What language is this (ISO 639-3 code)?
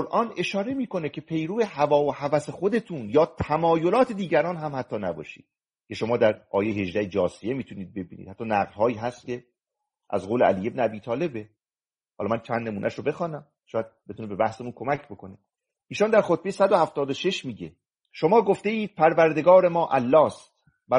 fas